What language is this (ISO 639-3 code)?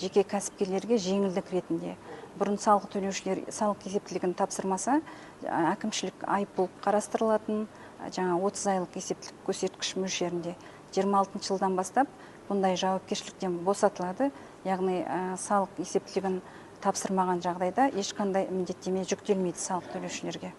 kaz